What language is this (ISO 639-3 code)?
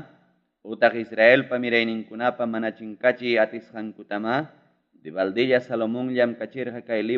quy